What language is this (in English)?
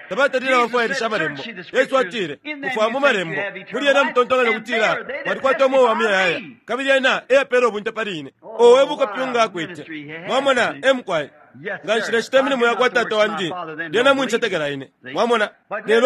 Bemba